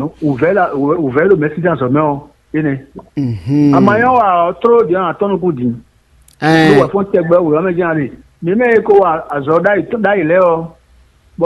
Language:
Fon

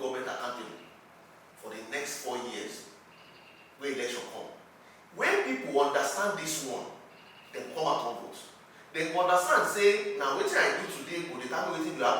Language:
Nigerian Pidgin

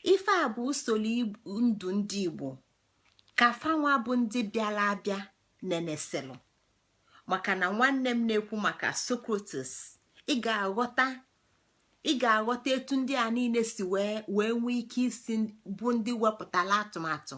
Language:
Igbo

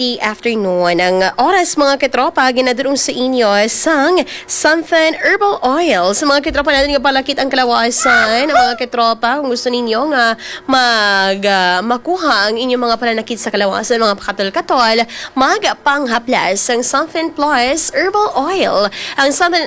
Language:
Hiligaynon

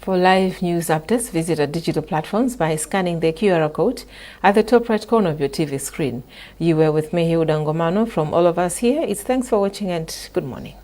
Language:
English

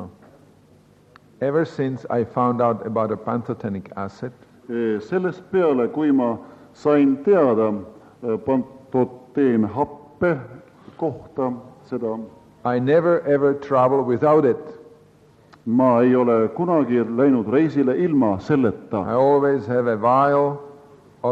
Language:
Estonian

